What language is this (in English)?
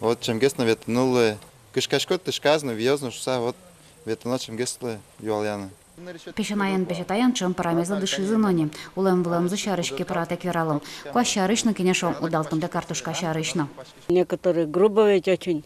Udmurt